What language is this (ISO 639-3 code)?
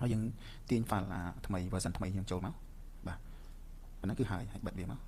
khm